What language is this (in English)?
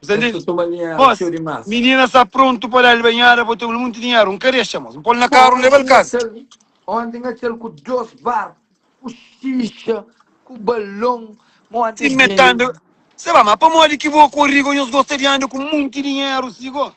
Kabuverdianu